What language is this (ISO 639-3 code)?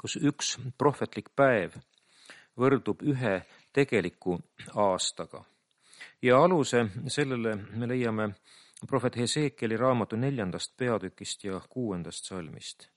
est